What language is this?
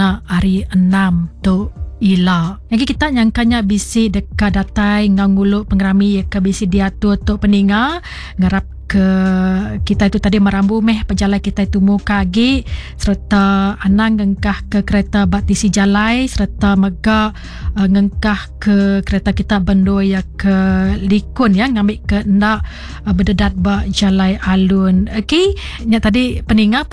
Iban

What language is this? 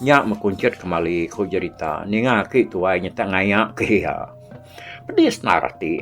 Iban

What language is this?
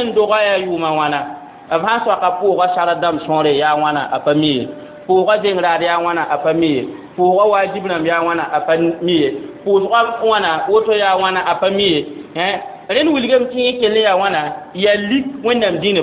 Mossi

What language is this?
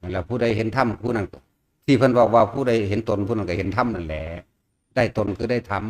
Northeastern Thai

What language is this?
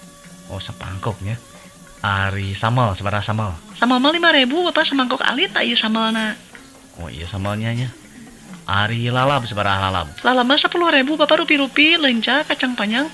Sundanese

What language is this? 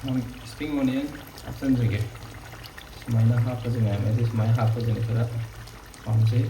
Manipuri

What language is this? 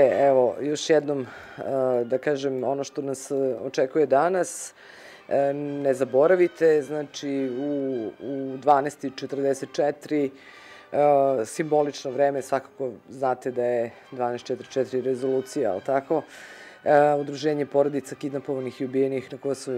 Serbian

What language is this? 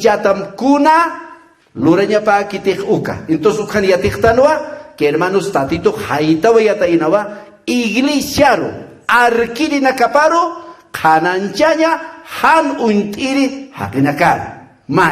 Aymara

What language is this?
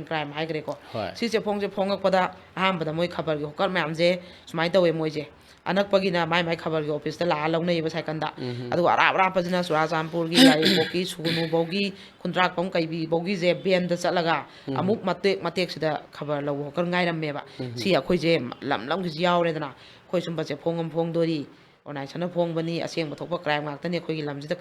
Manipuri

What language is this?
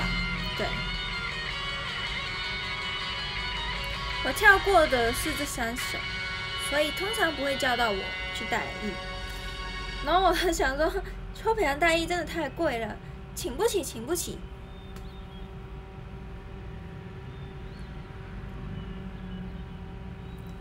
Chinese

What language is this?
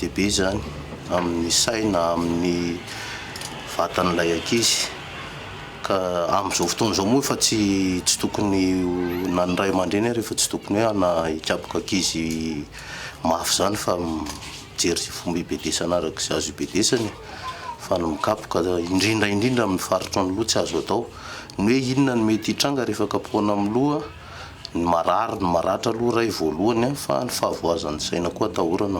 Malagasy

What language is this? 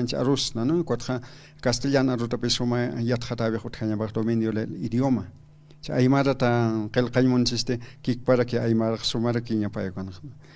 Aymara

